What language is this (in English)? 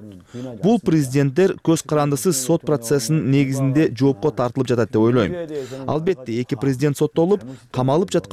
Kyrgyz